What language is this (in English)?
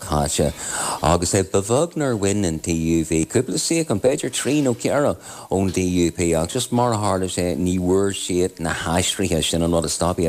Irish